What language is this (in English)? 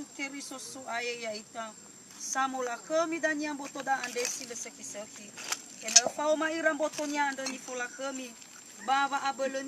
Nias